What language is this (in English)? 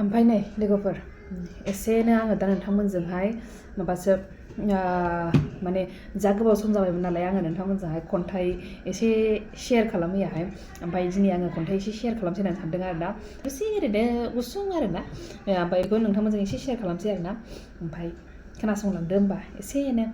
Bodo